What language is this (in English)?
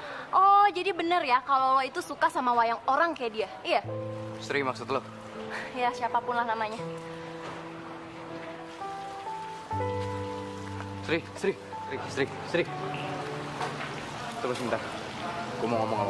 Indonesian